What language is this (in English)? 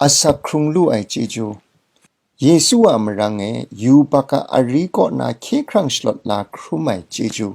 Kachin